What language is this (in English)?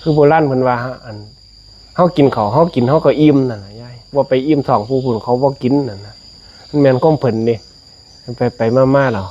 Northeastern Thai